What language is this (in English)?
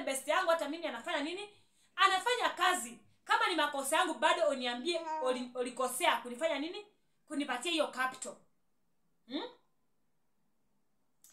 Swahili